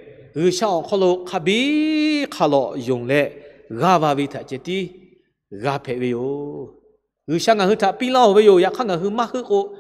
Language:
Lahu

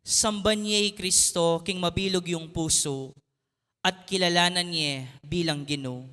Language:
Pampanga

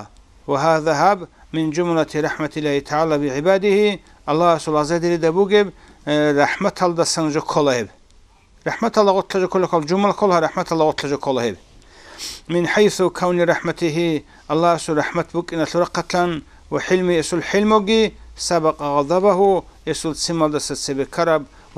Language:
Avaric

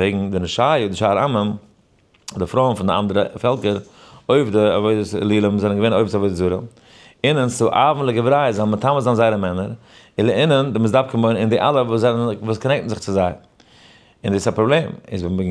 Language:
Yiddish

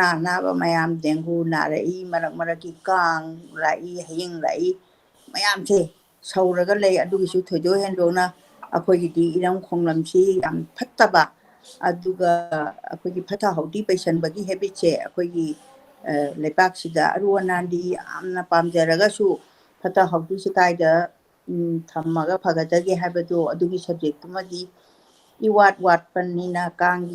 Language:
Manipuri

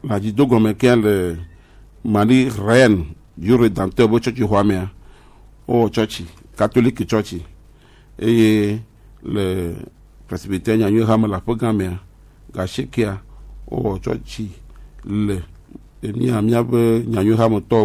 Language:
Gen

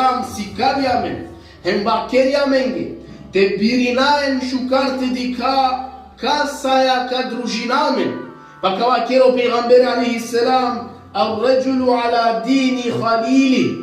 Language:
Balkan Romani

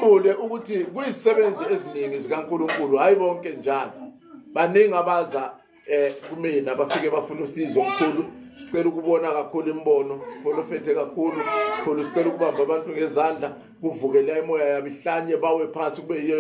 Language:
Zulu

